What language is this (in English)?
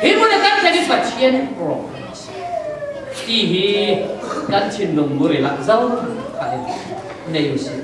Falam Chin